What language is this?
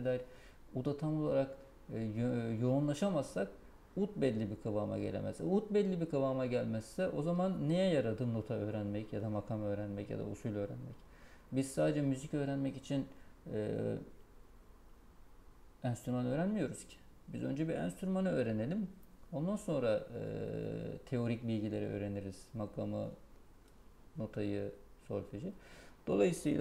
Turkish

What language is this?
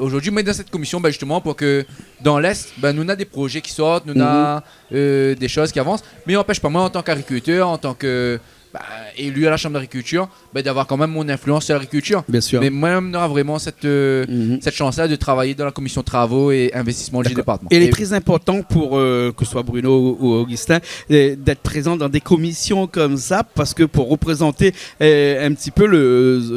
Réunion Creole French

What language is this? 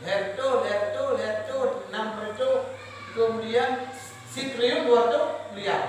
Achinese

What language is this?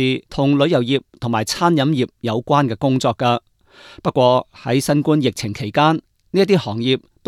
Cantonese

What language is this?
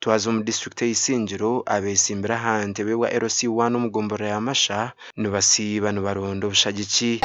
Nyankole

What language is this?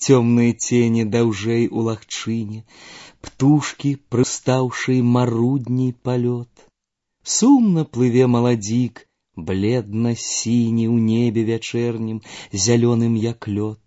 Belarusian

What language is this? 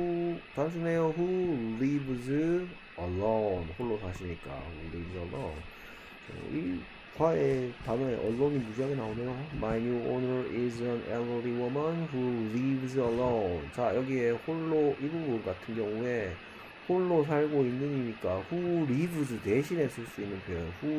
Korean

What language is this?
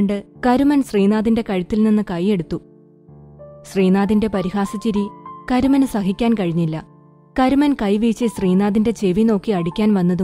Malayalam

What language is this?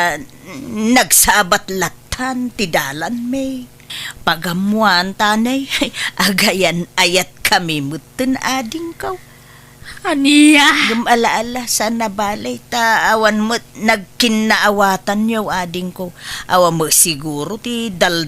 Iloko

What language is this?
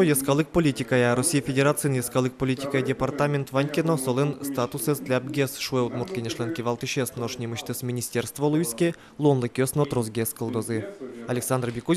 Udmurt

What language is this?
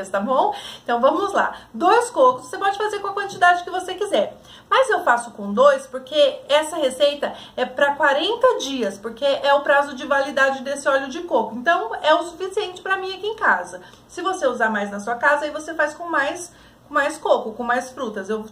Portuguese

